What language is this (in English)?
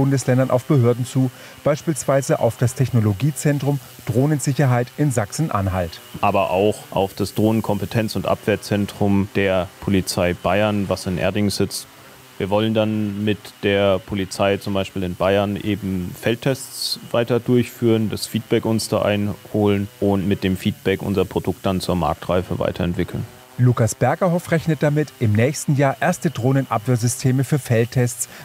German